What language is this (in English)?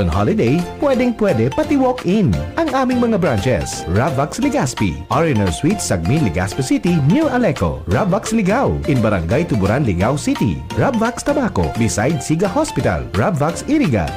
Bikol